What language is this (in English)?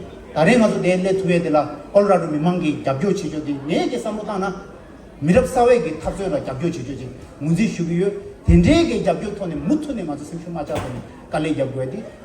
Tibetan